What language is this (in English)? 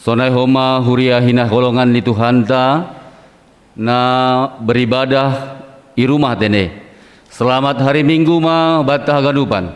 Batak Simalungun